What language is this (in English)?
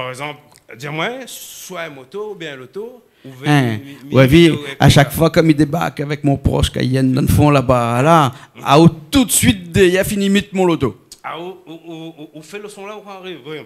Réunion Creole French